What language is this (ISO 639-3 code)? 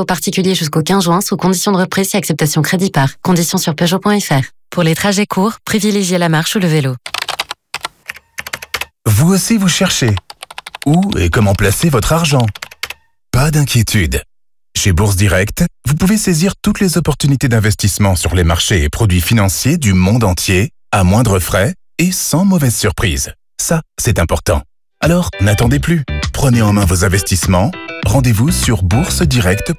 fra